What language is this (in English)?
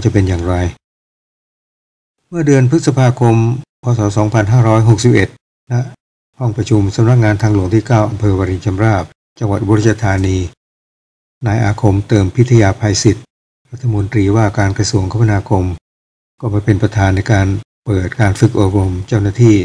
Thai